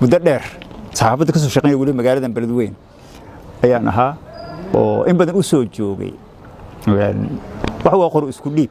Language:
Somali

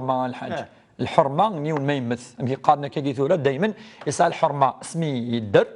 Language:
Kabyle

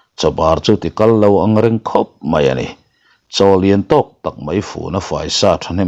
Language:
Mizo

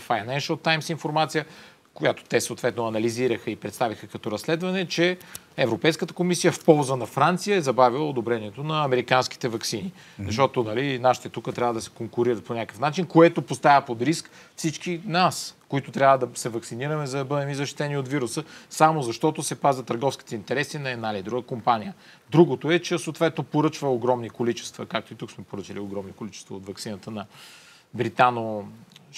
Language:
Bulgarian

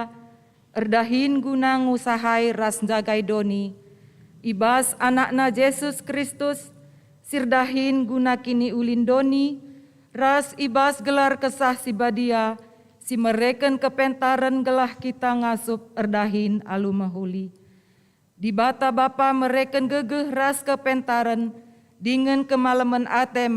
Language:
Batak Karo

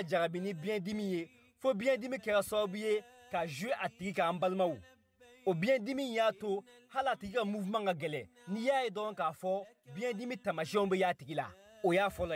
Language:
Bambara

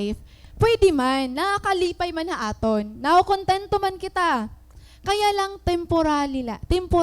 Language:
Waray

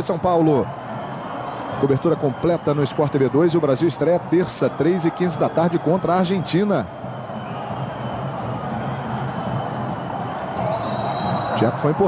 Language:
Portuguese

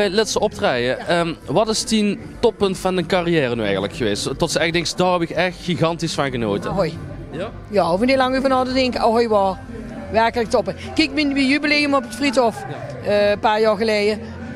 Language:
Limburgish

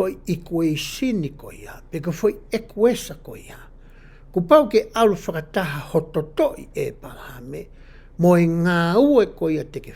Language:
Tongan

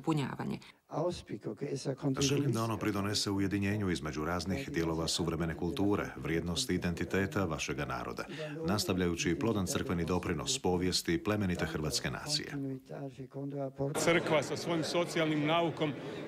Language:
Croatian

